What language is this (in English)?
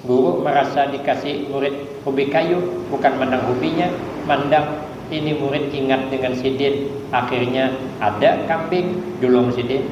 Banjar